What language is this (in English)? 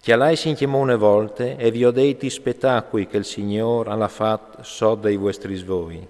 Friulian